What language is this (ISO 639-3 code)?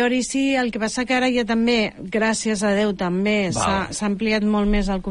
cat